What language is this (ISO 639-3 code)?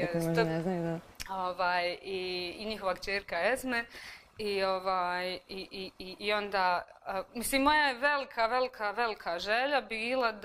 bos